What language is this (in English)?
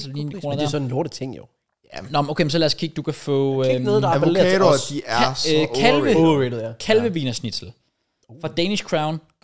Danish